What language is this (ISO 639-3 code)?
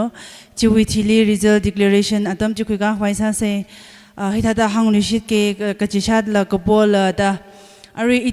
nmf